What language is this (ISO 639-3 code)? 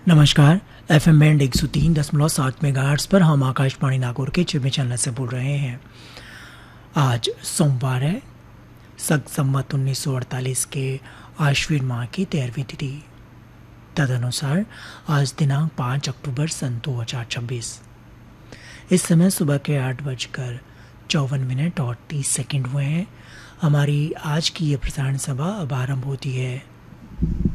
hin